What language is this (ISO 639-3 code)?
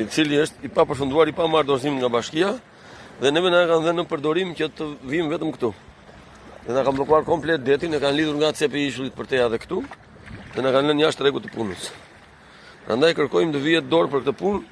sqi